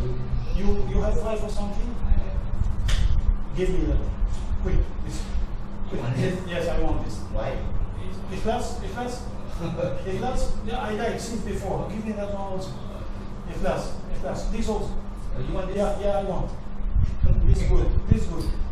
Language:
Minangkabau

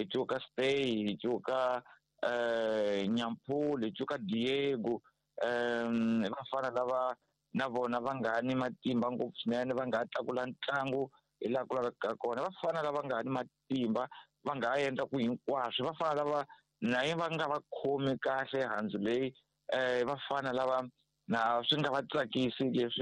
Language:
Tsonga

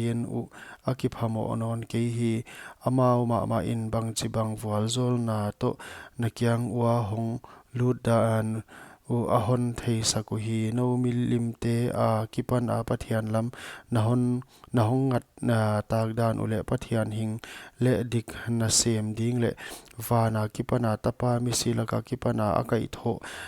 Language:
Paite Chin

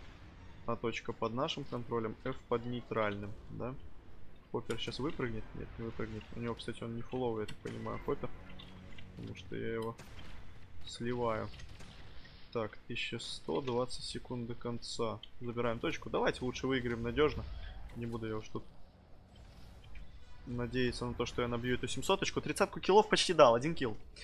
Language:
Russian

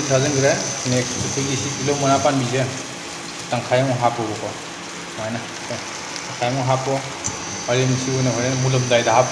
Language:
Manipuri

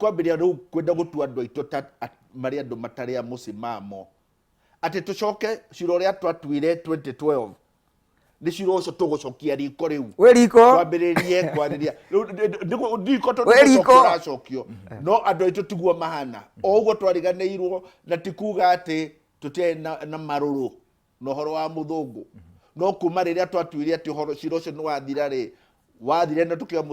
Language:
Kikuyu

